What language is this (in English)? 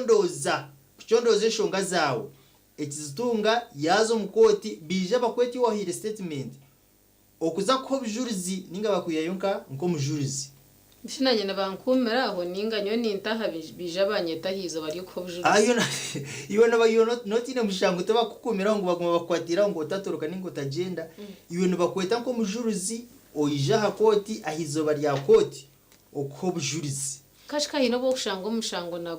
Nyankole